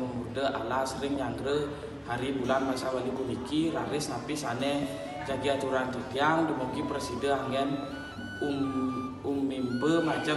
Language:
Balinese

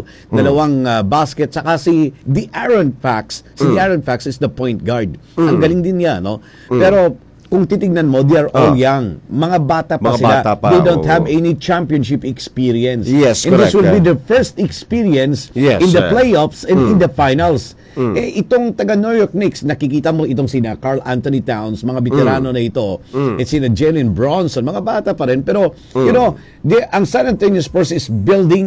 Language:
Filipino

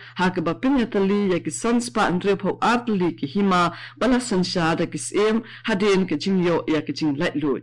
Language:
Khasi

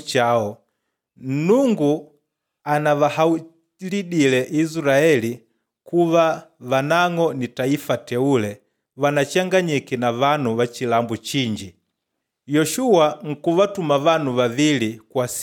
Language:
Makonde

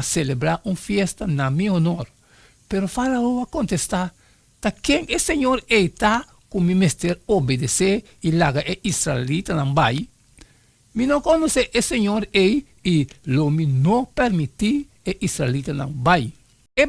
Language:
Papiamento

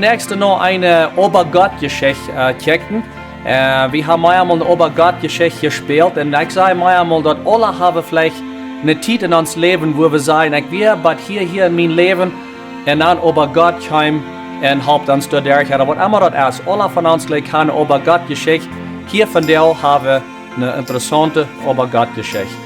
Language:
Plautdietsch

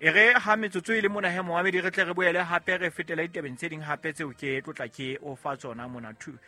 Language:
Southern Sotho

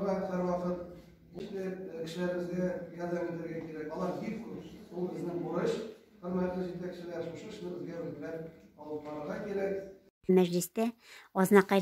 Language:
Tatar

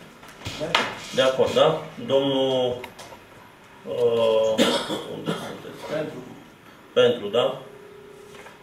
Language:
Romanian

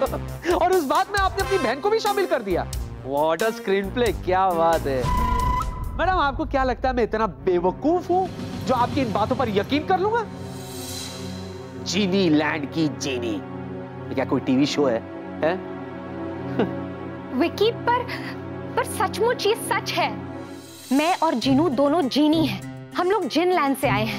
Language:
Hindi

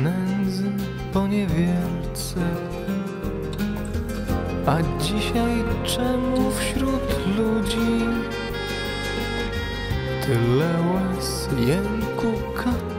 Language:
Polish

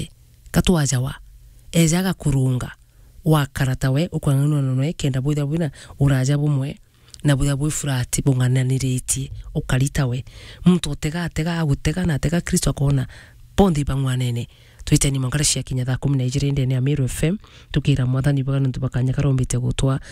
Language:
Meru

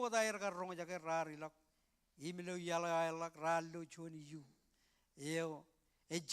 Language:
Marshallese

